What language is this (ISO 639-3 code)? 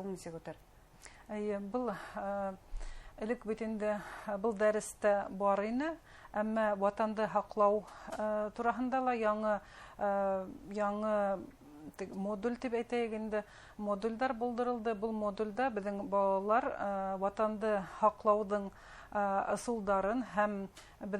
bak